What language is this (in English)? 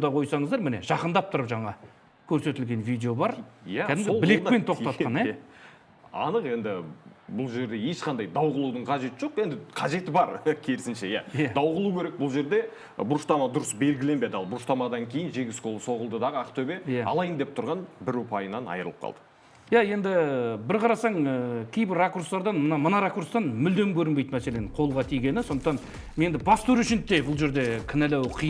Kazakh